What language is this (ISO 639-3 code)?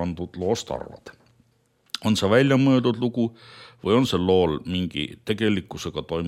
est